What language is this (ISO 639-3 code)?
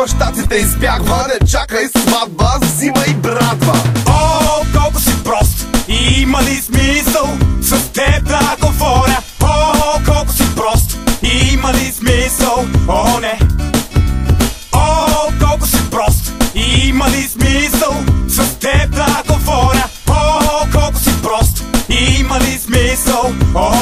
bul